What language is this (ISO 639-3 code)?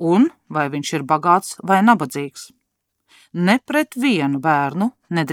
lav